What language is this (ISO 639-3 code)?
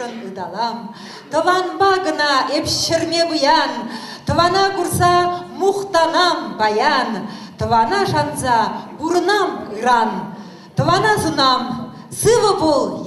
chv